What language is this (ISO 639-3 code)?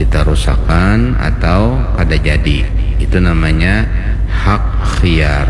bjn